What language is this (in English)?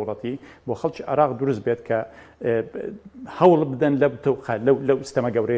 Central Kurdish